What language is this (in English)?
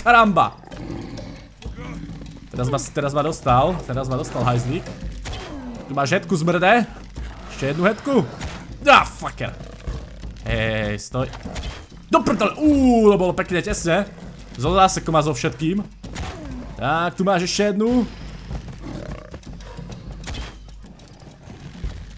Slovak